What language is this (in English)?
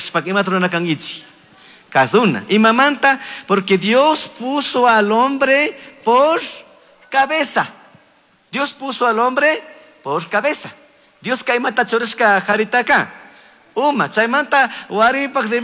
Chimborazo Highland Quichua